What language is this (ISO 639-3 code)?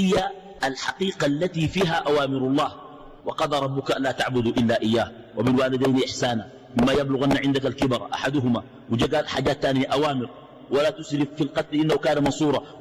ara